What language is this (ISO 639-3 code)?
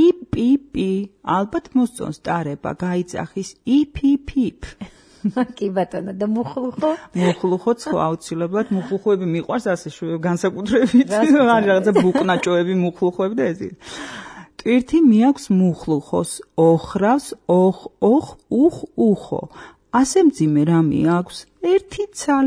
kat